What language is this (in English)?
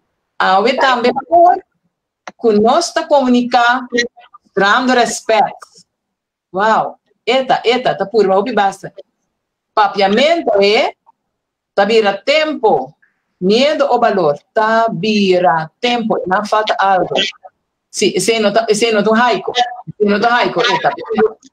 Papiamento